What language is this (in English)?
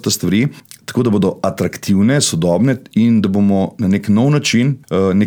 Slovenian